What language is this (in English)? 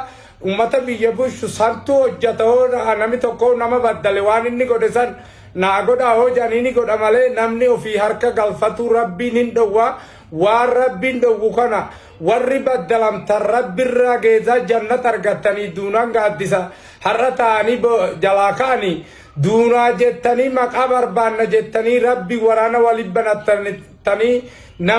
Oromo